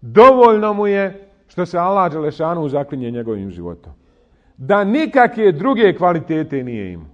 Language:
Bosnian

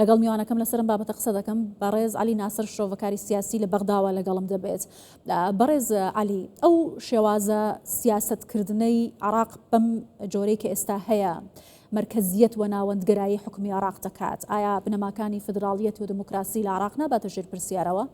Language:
Central Kurdish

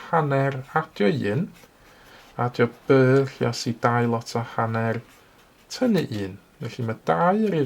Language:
Welsh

